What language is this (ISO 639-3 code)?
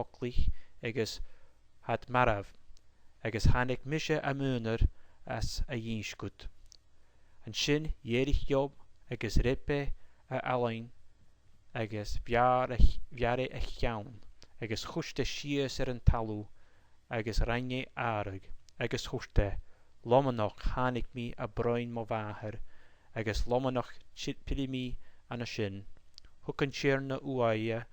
gla